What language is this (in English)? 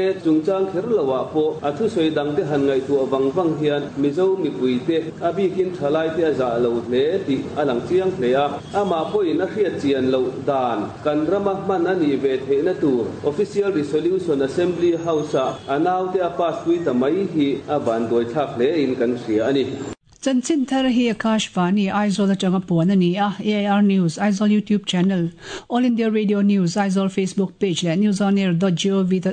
Mizo